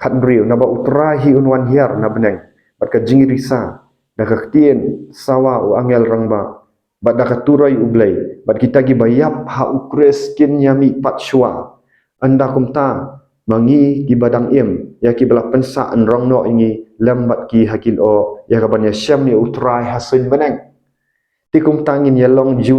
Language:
Khasi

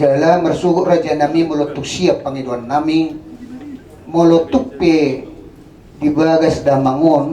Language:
Batak Toba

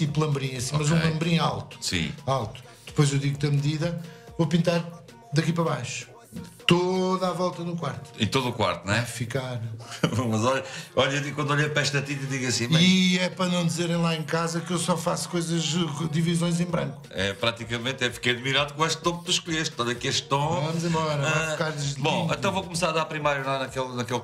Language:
Portuguese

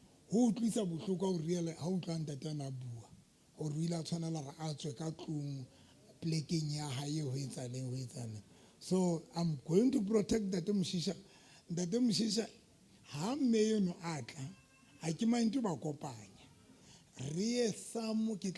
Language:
Southern Sotho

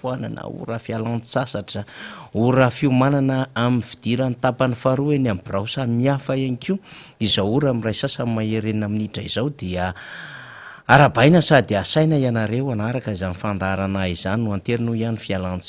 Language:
Malagasy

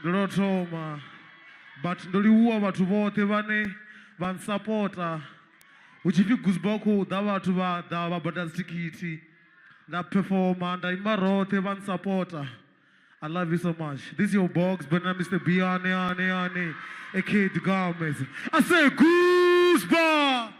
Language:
Venda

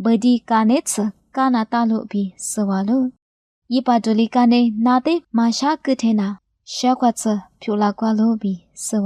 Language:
Lisu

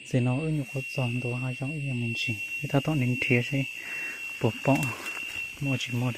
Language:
Hmong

